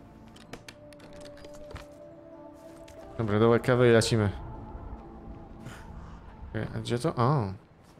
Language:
Polish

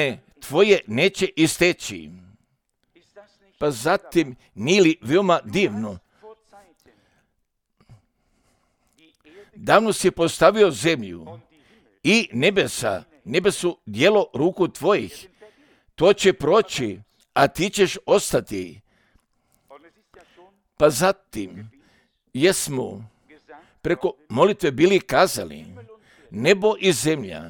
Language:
Croatian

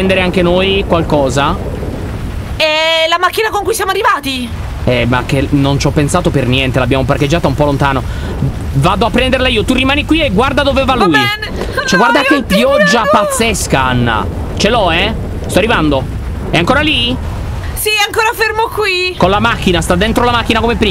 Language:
Italian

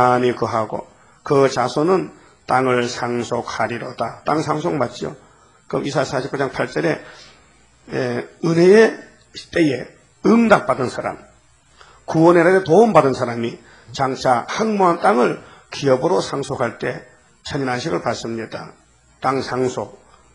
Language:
Korean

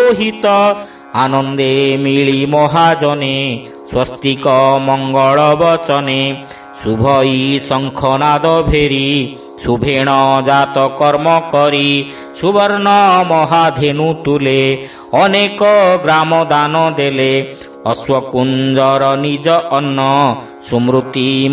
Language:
Odia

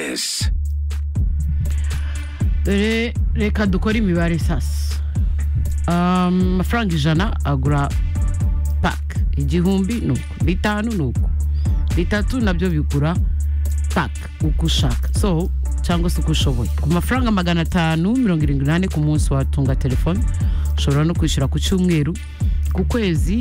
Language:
Kinyarwanda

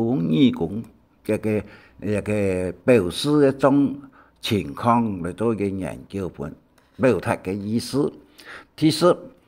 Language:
Hakka Chinese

